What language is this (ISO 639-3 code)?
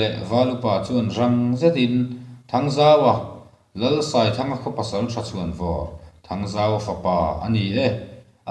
lus